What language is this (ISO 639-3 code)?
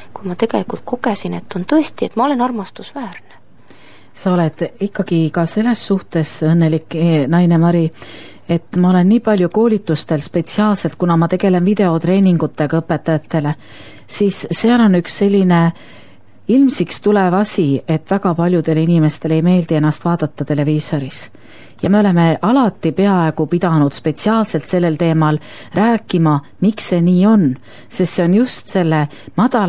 est